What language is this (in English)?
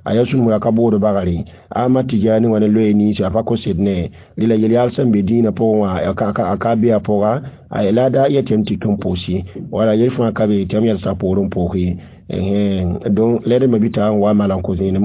Mossi